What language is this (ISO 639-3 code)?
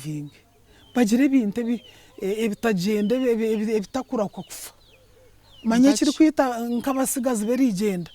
nyn